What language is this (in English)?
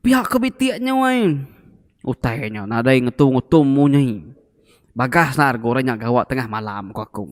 Iban